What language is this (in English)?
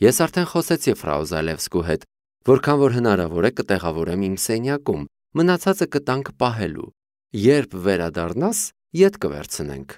Armenian